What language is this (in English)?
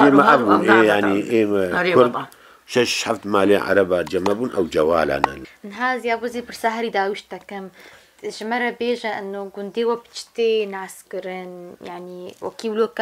Kurdish